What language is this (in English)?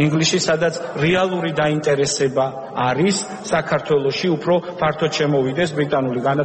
Georgian